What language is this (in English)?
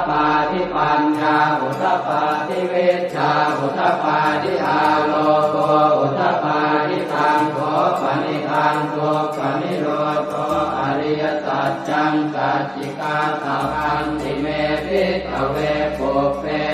Pali